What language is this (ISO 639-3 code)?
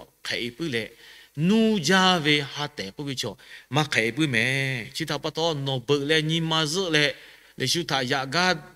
lhu